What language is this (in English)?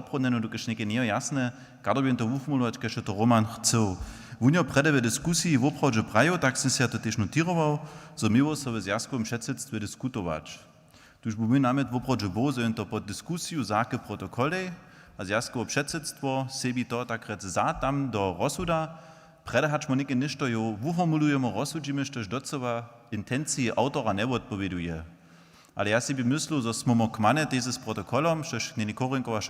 Upper Sorbian